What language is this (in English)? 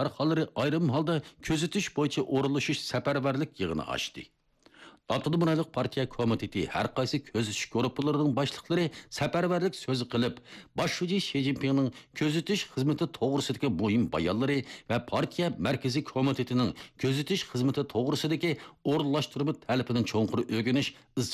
Uyghur